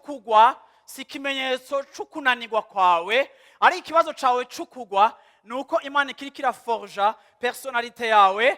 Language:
Rundi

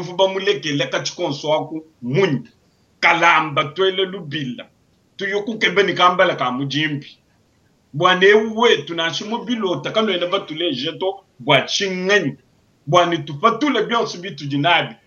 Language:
Luba-Lulua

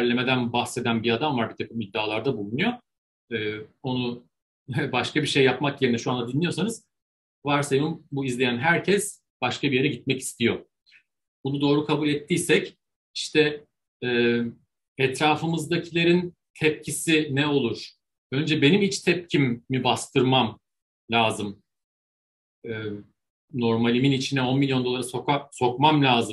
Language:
Turkish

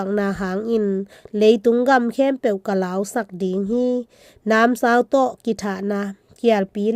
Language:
Tedim Chin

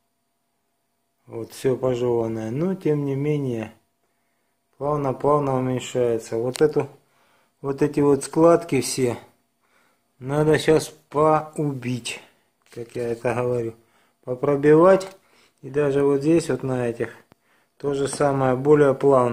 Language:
Russian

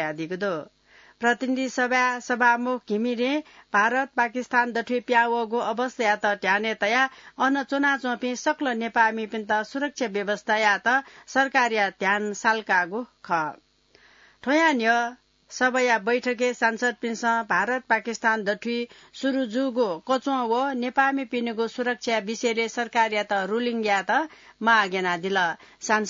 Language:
Newari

